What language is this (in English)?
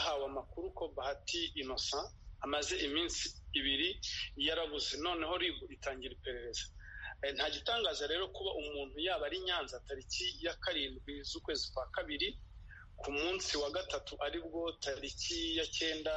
Kinyarwanda